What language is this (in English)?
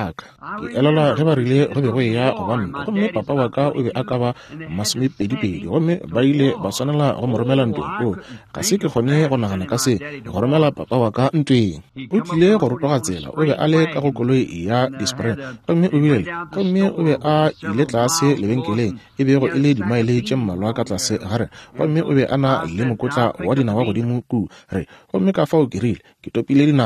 Northern Sotho